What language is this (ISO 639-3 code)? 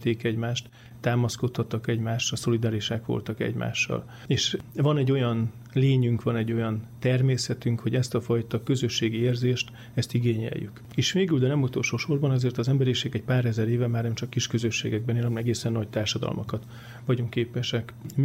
hun